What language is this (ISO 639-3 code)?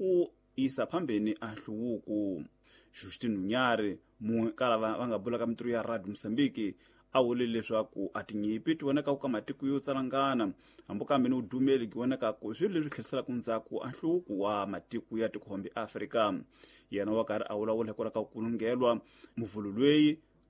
tso